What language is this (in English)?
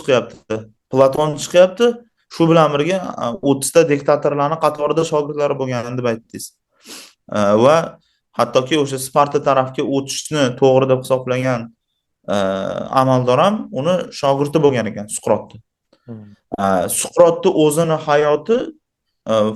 Uzbek